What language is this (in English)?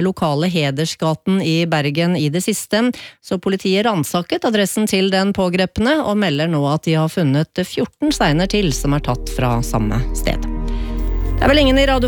Norwegian